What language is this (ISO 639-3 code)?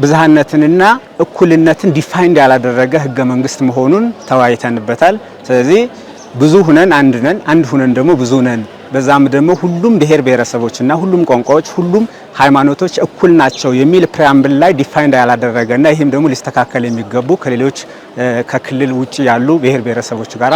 amh